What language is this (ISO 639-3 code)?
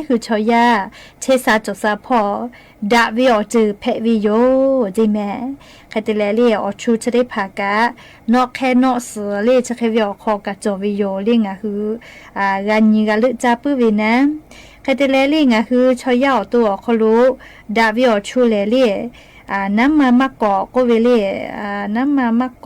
lhu